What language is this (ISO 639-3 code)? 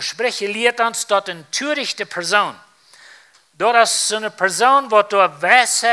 pdt